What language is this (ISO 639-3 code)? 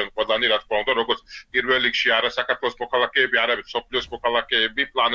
kat